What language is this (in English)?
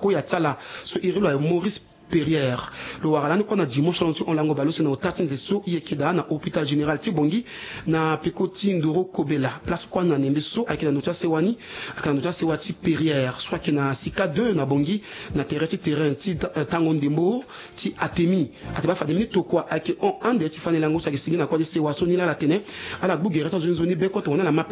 Sango